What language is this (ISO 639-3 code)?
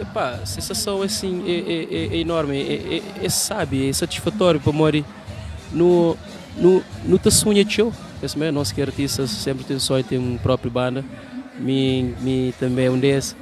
kea